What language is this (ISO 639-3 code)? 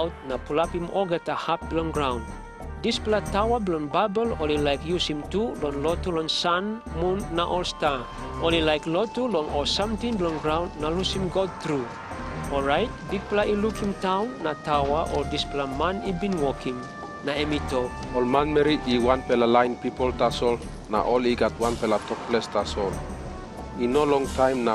tpi